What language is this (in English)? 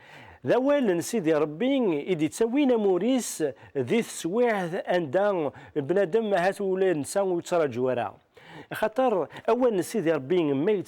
Kabyle